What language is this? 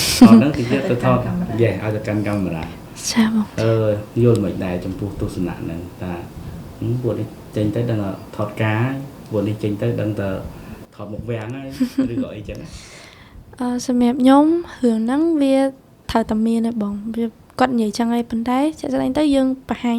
Khmer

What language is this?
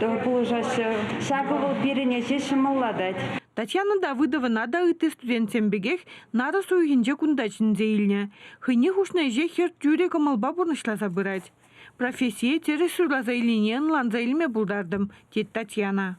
Chuvash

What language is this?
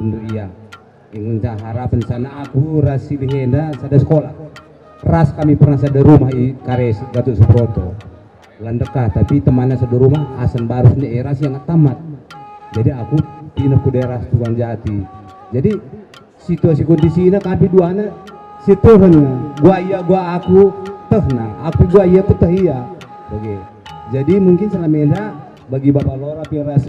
Batak Karo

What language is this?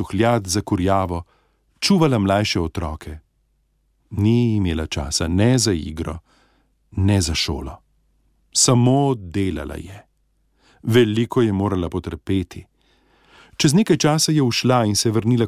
Slovenian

